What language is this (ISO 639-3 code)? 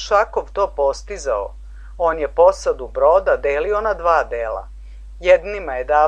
srp